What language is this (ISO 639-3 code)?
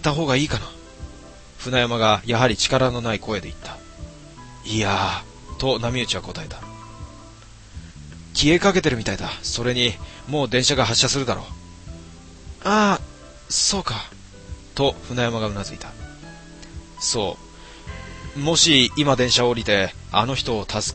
jpn